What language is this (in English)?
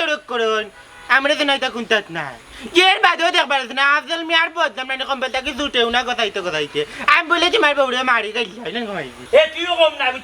Sylheti